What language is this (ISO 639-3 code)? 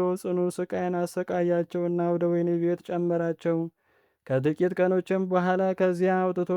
amh